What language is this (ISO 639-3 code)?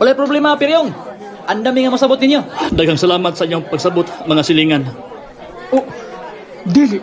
ceb